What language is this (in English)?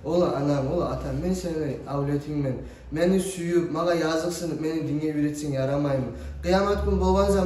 Kumyk